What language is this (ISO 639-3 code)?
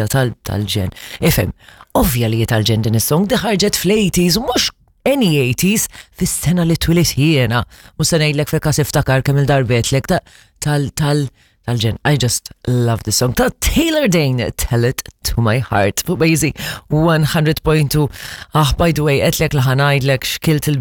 mlt